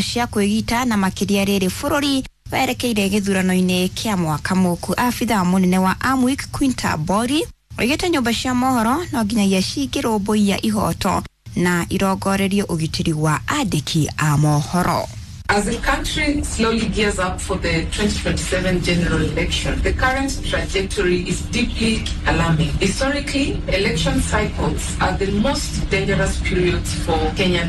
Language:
Kikuyu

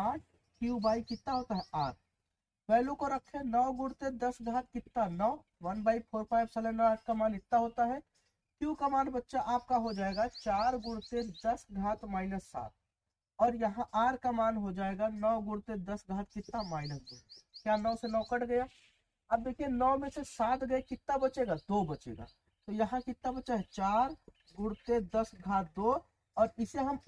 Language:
Hindi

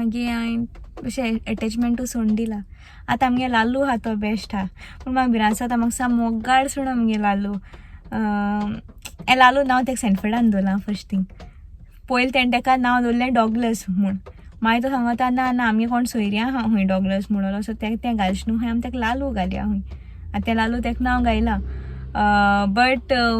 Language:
Konkani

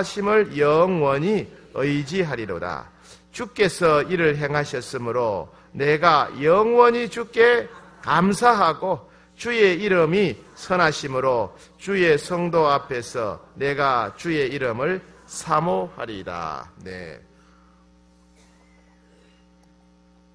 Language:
Korean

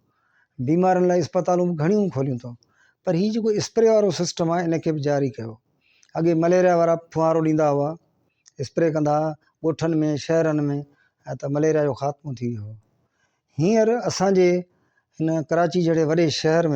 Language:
Sindhi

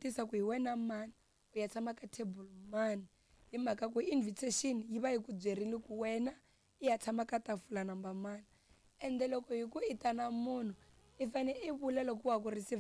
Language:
Tsonga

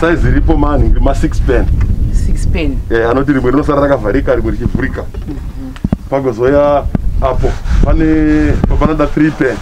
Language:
Shona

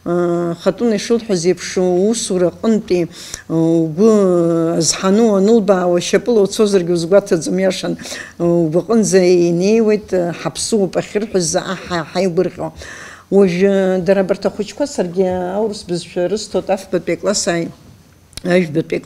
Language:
Abkhazian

